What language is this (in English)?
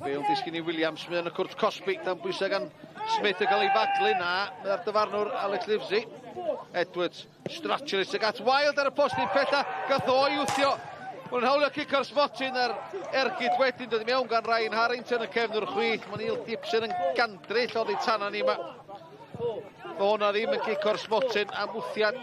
Welsh